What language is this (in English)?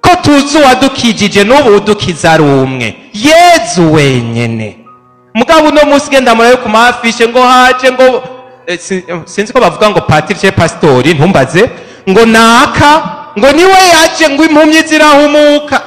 Rundi